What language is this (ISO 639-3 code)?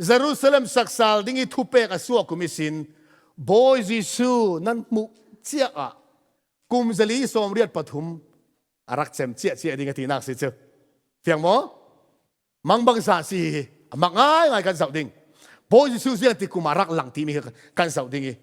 cfm